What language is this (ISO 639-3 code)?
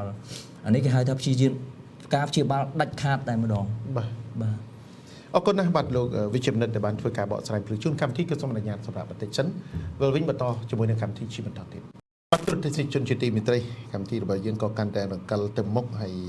khm